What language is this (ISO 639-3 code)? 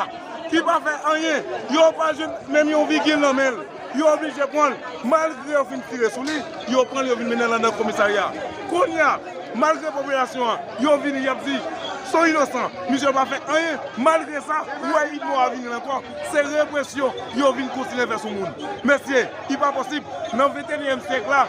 hat